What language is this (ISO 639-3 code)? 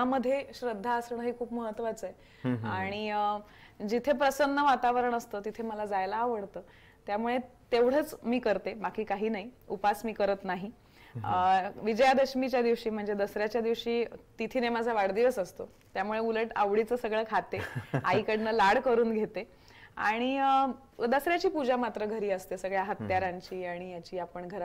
mar